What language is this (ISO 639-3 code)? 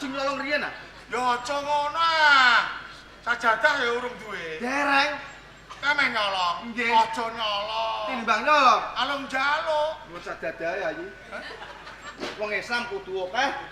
jav